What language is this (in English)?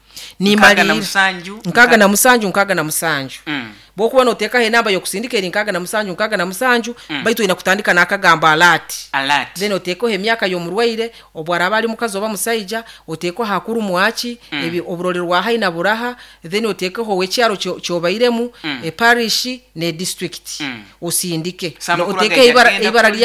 Nyankole